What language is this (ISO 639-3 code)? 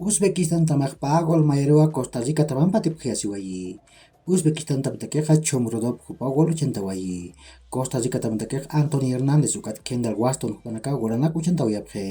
aym